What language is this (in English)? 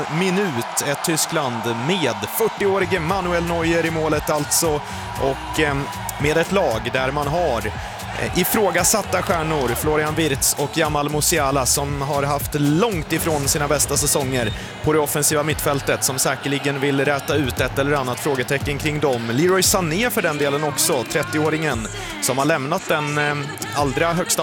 Swedish